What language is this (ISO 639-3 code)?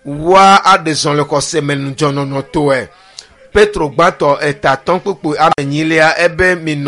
ewe